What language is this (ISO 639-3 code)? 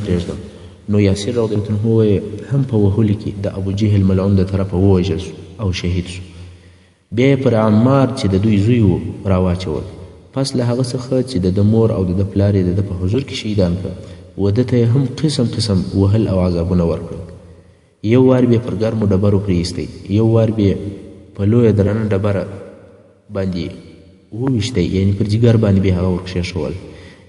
pus